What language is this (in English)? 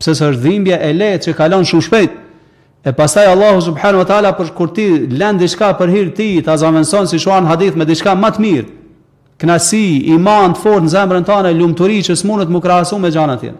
Albanian